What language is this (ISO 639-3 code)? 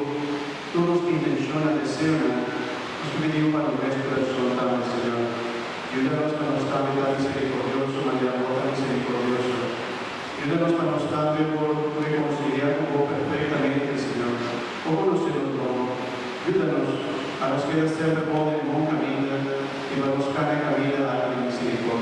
pap